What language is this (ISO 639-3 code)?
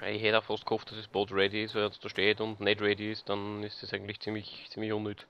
bar